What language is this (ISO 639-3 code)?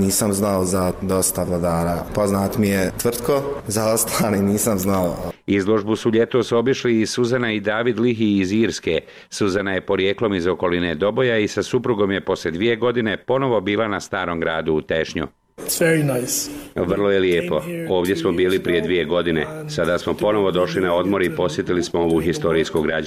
bos